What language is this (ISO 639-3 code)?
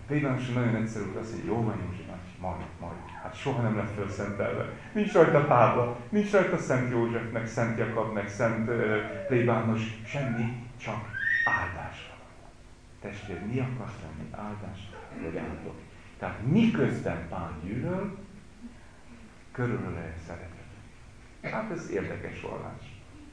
hun